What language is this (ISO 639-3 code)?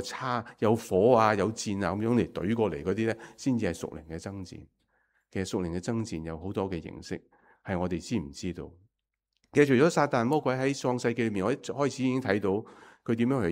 yue